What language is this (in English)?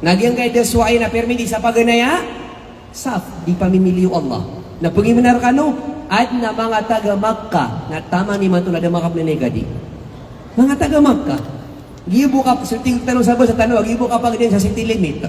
Maranao